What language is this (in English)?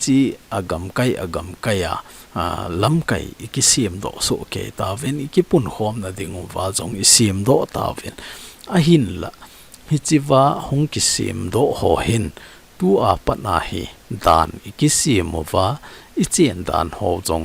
Thado Chin